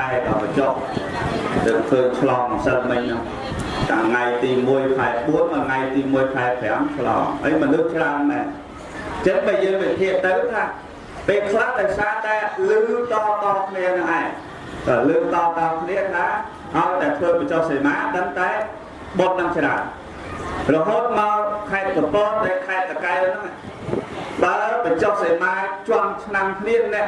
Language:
Khmer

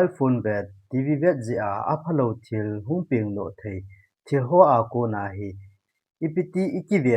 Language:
Thado Chin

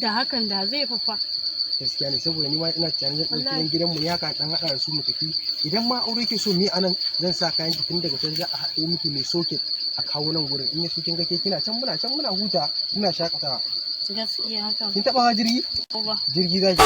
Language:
Hausa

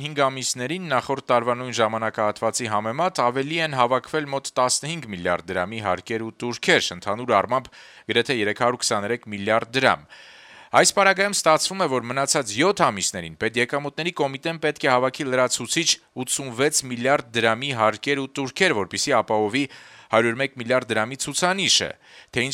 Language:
Armenian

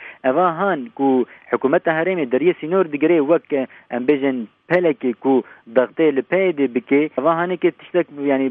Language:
Kurdish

